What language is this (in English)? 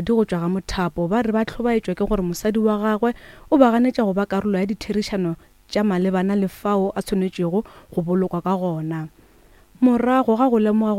Northern Sotho